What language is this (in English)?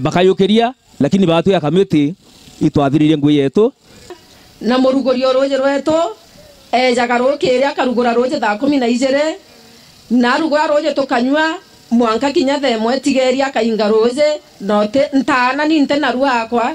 Meru